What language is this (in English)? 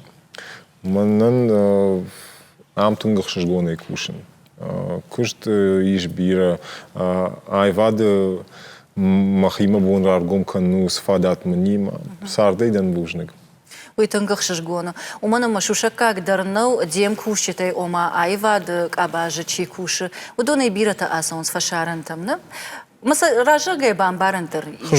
Ossetic